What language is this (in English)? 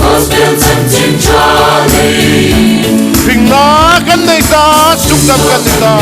Hmar